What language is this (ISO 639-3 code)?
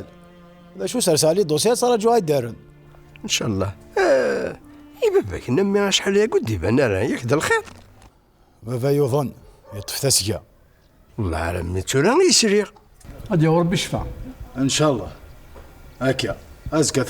kab